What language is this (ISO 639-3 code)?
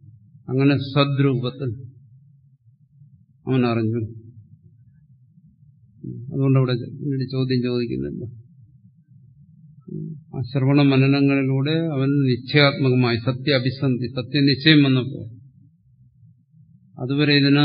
mal